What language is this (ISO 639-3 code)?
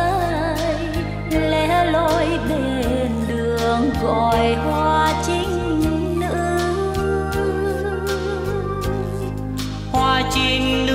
vie